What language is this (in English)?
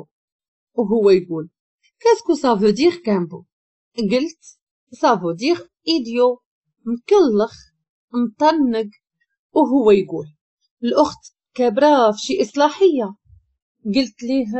Moroccan Arabic